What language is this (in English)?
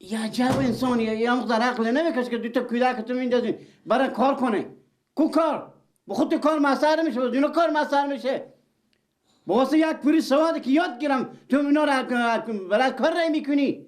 Persian